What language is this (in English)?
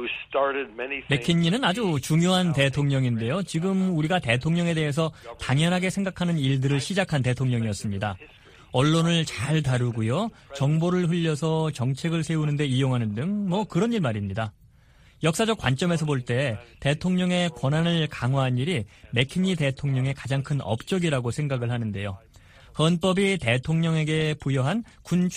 Korean